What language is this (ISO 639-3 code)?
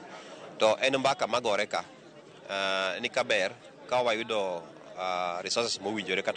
luo